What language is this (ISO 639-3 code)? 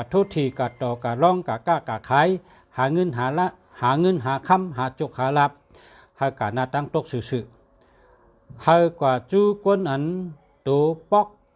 shn